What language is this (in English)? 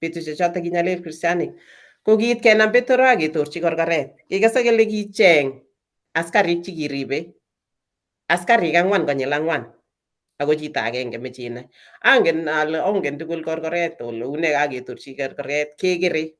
Kalenjin